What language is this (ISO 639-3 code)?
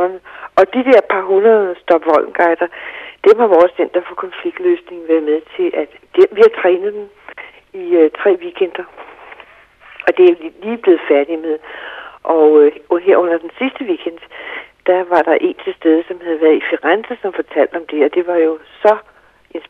dan